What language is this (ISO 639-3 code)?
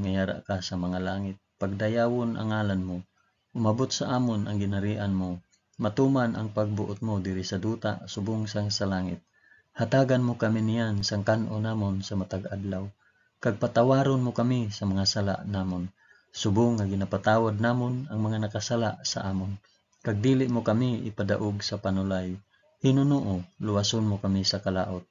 hil